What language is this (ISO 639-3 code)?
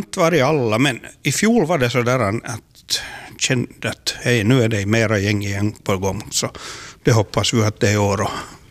swe